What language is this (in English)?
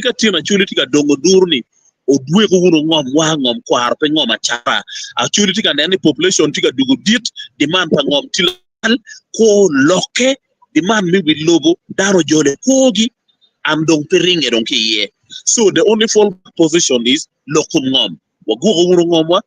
Acoli